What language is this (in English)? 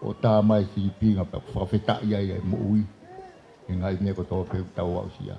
Tongan